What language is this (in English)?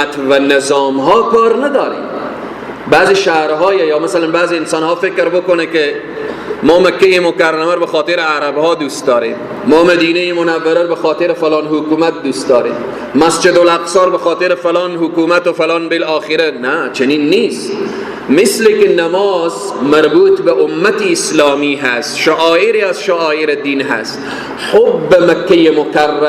Persian